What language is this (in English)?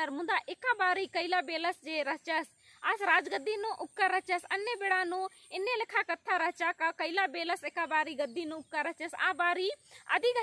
Kurukh